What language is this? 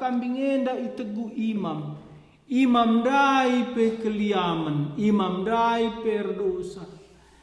Batak Karo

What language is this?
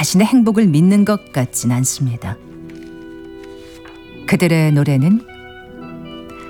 Korean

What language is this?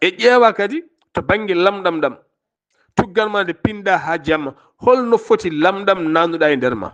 Fula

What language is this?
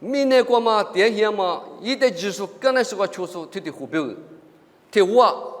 Lisu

